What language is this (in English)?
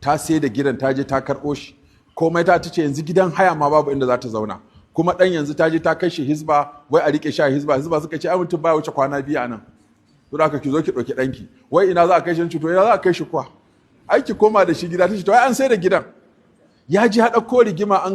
Hausa